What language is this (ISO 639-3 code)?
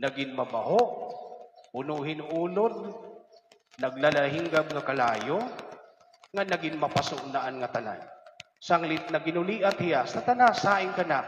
war